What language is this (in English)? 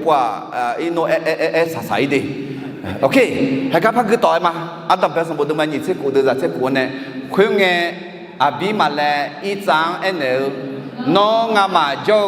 Akha